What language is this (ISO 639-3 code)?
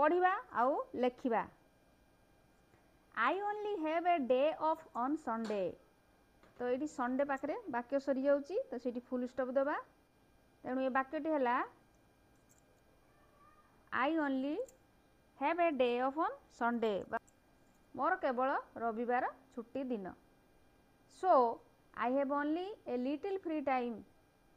ori